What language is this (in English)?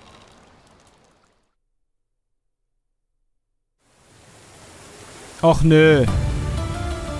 German